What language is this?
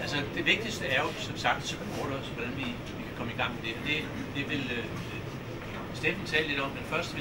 Danish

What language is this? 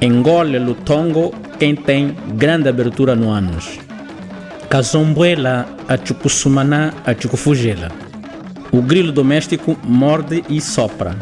Chokwe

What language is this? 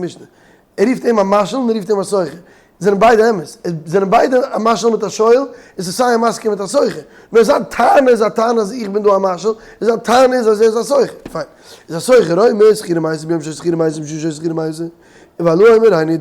Yiddish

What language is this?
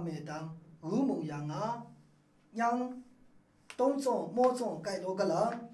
Maru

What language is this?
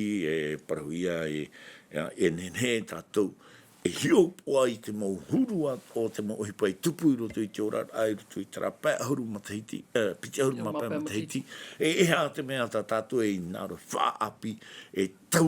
Tahitian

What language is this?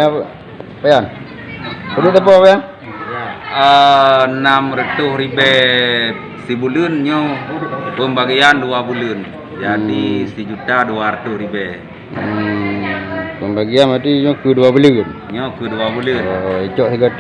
Achinese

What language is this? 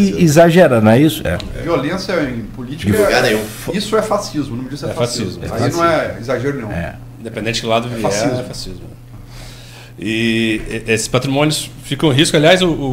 Portuguese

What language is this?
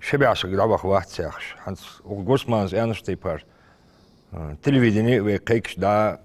Ingush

